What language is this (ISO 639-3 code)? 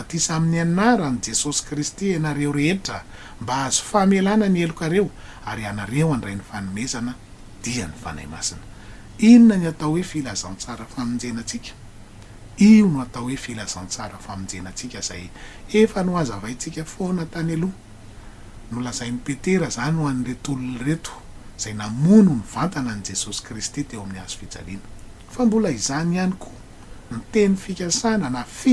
mlg